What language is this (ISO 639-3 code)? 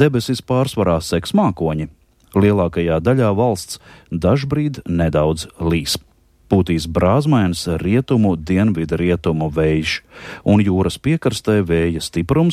lav